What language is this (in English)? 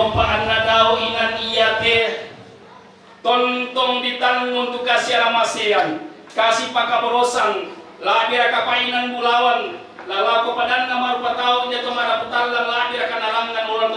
Toraja-Sa'dan